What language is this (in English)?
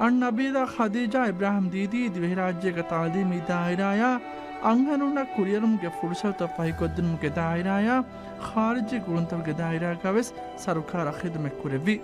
Divehi